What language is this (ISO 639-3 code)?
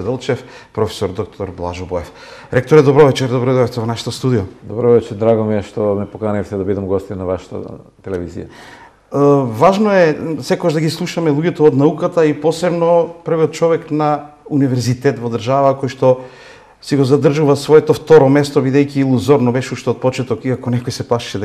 mkd